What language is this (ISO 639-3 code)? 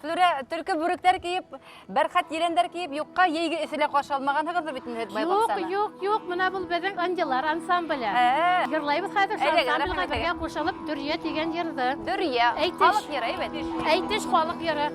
bak